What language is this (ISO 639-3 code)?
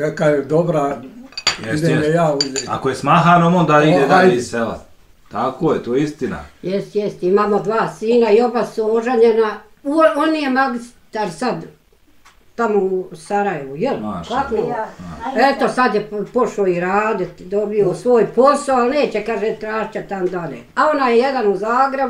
bos